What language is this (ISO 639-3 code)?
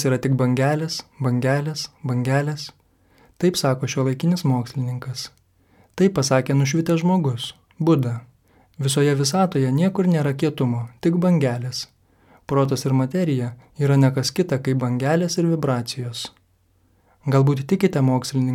lit